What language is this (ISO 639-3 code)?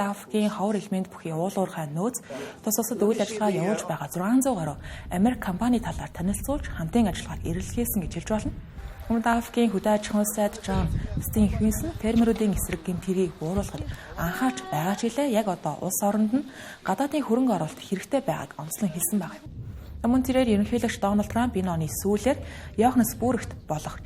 mon